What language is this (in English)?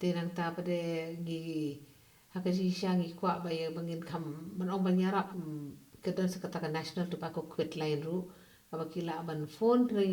Khasi